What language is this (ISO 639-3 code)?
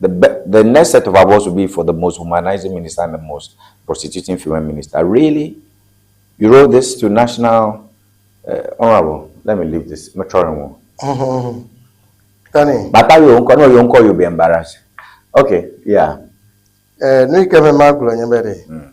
ewe